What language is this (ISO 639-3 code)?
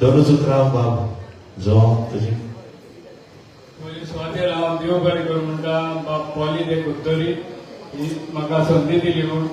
kok